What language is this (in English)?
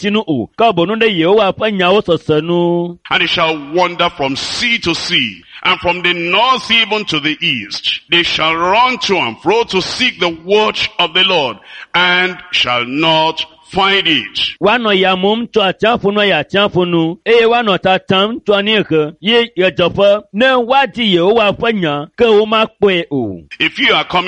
Ewe